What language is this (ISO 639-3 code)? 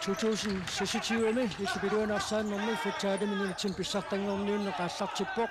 kal